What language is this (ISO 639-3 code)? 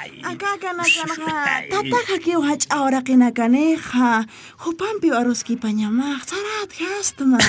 aym